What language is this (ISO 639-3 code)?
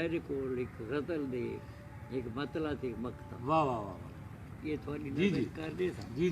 skr